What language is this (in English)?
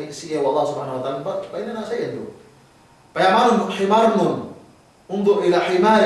Yakan